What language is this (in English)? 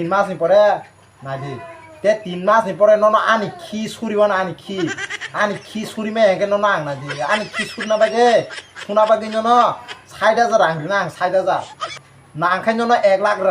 Kok Borok